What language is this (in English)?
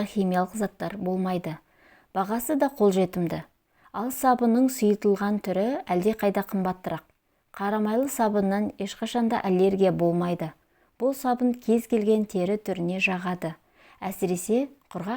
Kazakh